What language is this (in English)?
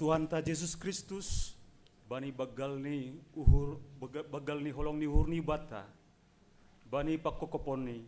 Batak Simalungun